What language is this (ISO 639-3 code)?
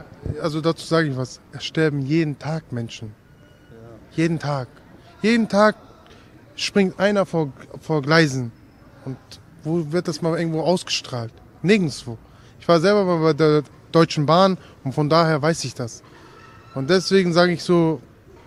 deu